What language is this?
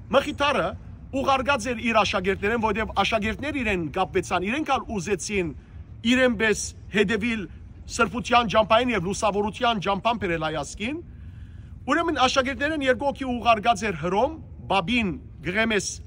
Western Armenian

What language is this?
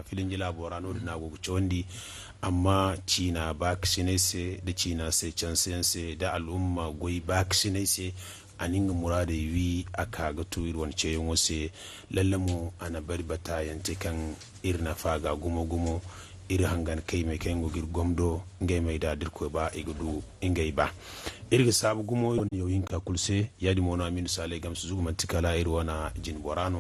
Zarma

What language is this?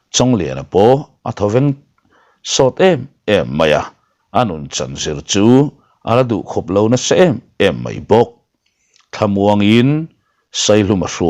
Mizo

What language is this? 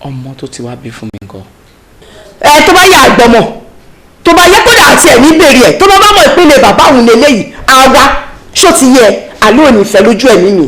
Yoruba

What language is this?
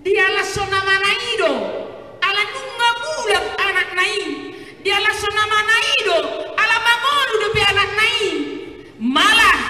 Batak Toba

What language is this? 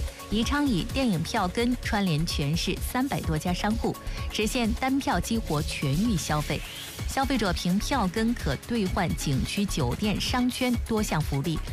Chinese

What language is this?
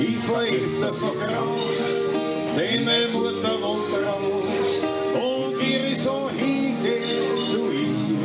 Bavarian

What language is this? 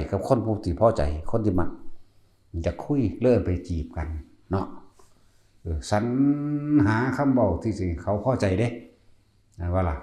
Lao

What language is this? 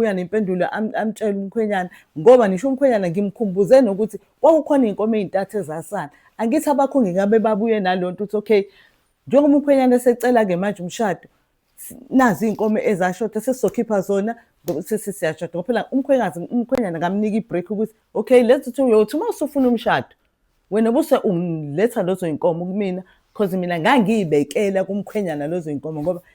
Zulu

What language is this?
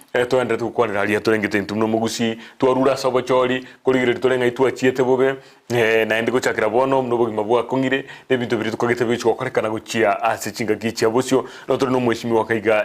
Gusii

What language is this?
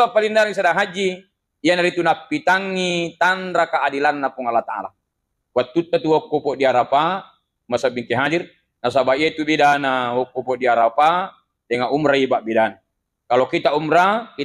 Buginese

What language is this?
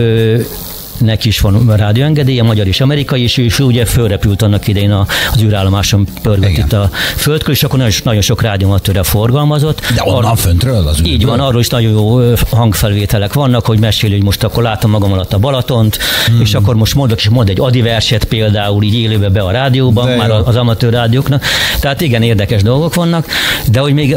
Hungarian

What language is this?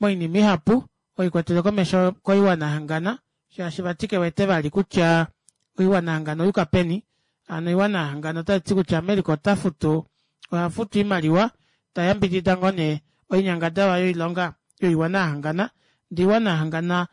Kuanyama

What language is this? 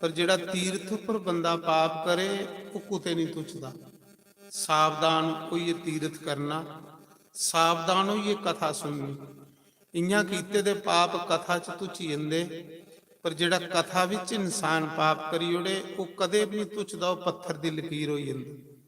Dogri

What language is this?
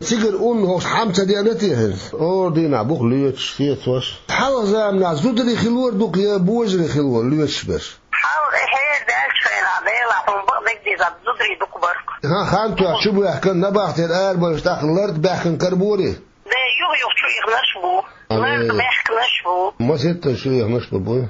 Chechen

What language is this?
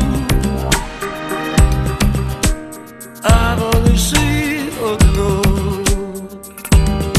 Ukrainian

